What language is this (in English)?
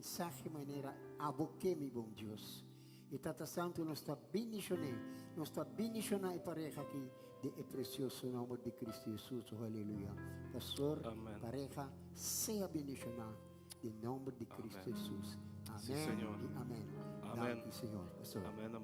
Papiamento